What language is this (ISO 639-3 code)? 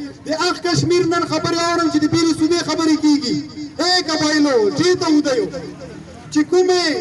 pus